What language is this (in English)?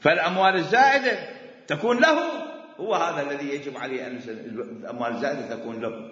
Mesopotamian Arabic